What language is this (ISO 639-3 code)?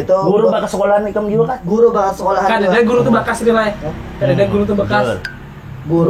bjn